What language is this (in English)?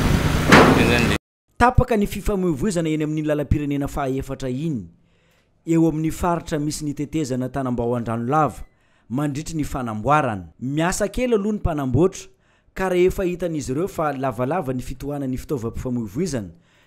Malagasy